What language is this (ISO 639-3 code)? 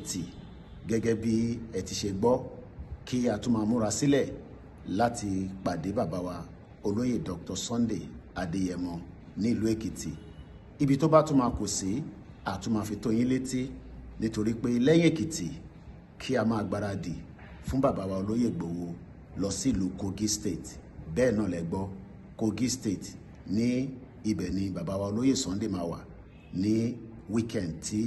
yor